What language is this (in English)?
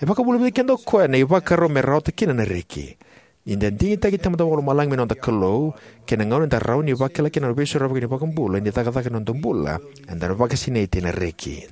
Fijian